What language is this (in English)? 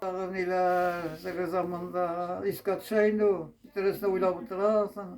Tatar